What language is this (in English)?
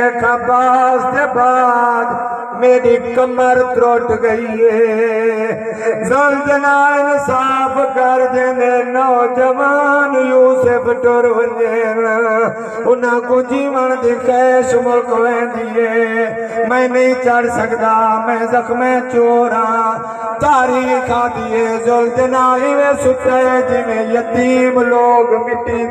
Saraiki